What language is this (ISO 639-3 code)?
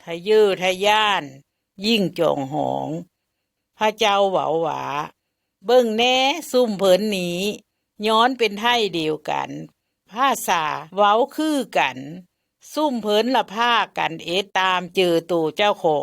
lao